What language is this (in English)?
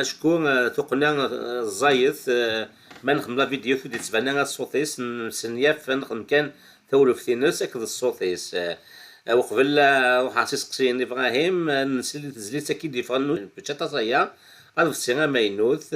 Kabyle